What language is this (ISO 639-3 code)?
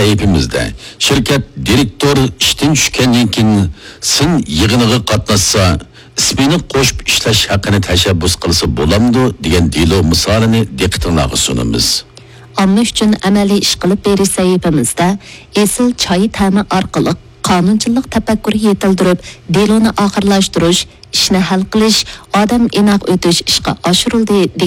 uig